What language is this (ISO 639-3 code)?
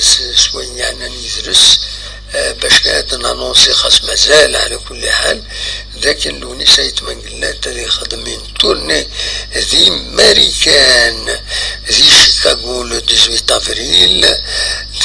kab